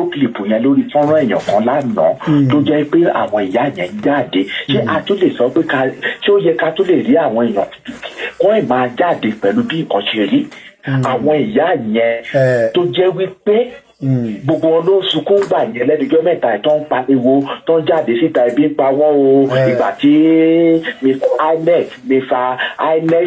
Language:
Yoruba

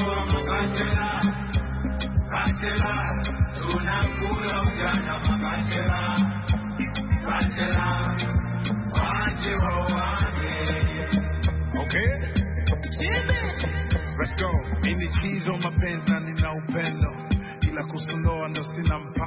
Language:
Swahili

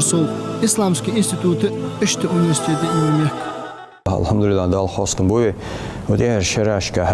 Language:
Ingush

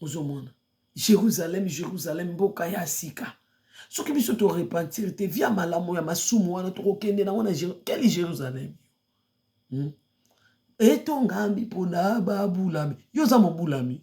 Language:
Lingala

